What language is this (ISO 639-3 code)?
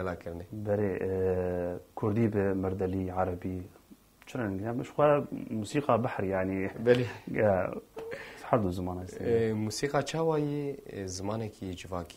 kur